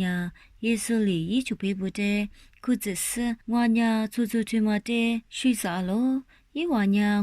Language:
Lisu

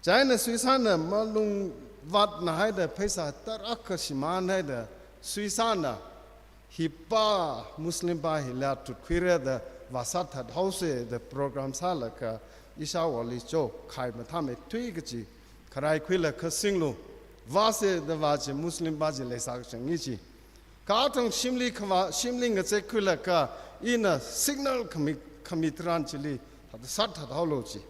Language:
Tangkhul Naga (India)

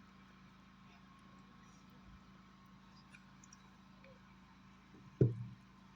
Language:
Chang Naga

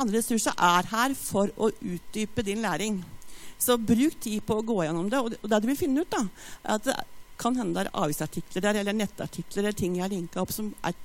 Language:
Norwegian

